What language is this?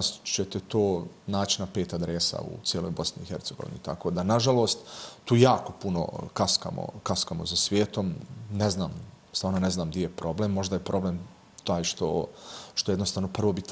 Bosnian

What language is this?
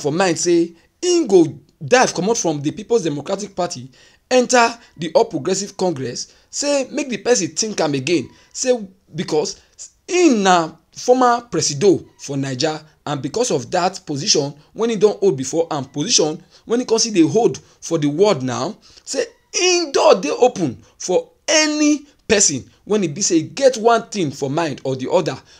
Nigerian Pidgin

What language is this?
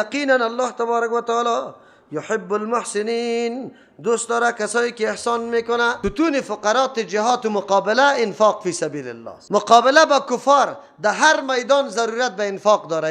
Persian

